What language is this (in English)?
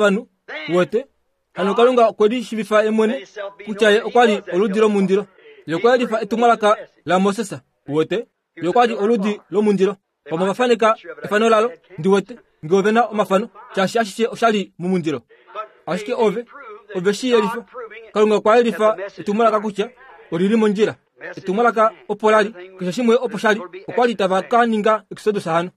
Kuanyama